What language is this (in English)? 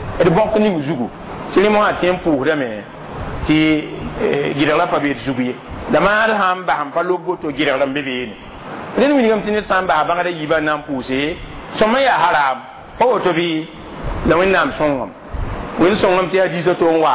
Mossi